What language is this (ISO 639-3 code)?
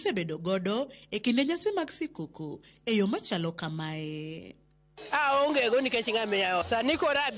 luo